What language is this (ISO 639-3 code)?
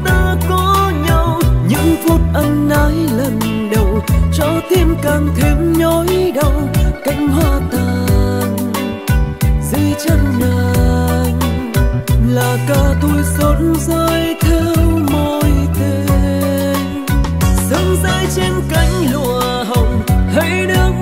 vie